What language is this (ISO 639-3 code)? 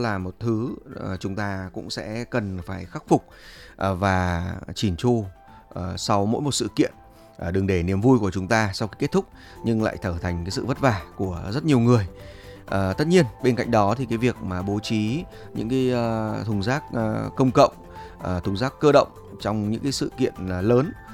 vie